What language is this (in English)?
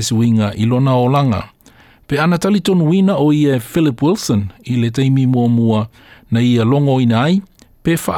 Samoan